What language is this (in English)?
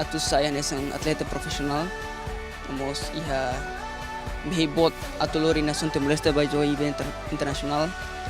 Tetum